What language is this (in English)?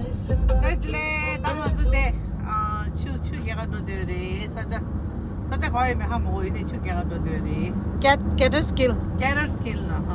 Tibetan